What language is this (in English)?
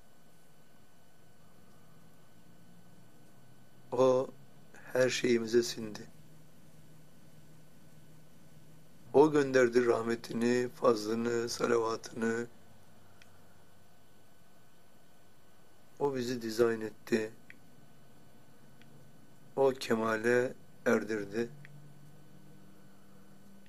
Turkish